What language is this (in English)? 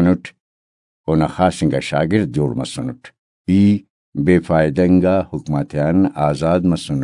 Brahui